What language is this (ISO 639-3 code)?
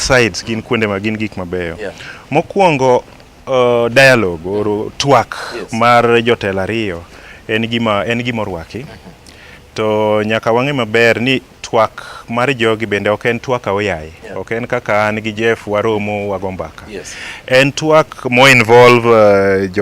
luo